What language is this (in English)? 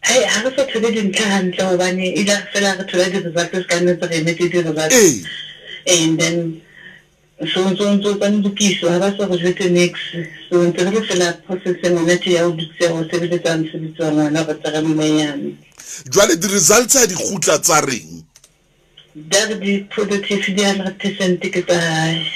Southern Sotho